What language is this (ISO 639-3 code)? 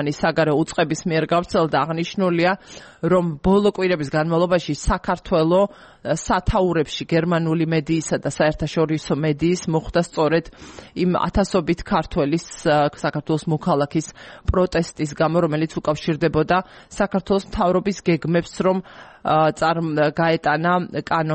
kat